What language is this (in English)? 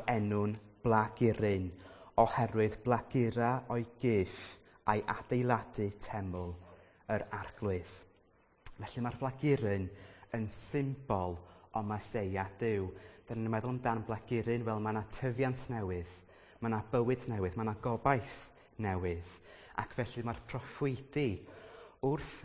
Welsh